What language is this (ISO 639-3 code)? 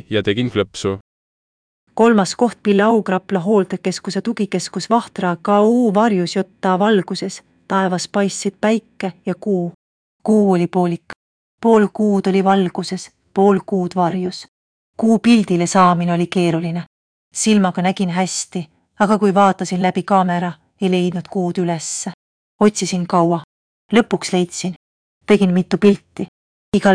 est